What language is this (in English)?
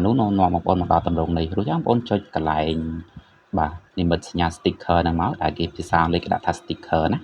Khmer